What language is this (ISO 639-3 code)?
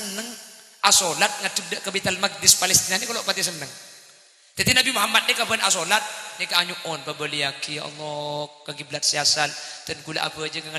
mad